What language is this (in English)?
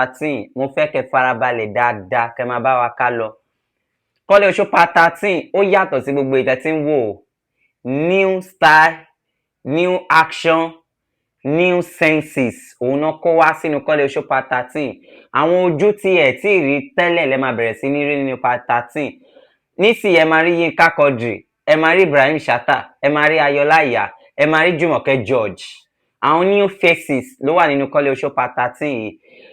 Yoruba